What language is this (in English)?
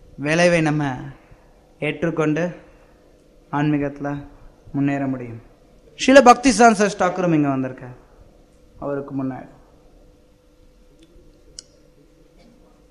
Tamil